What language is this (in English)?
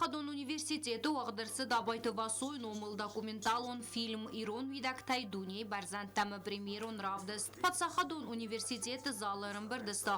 Ossetic